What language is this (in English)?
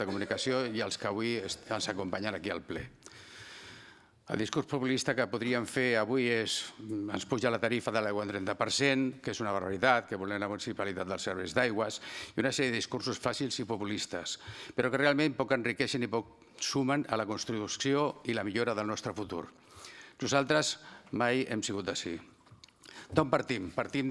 Catalan